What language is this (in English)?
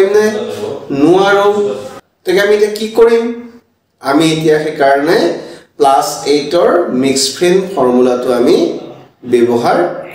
Assamese